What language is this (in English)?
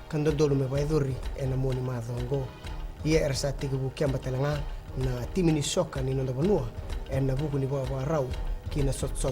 Fijian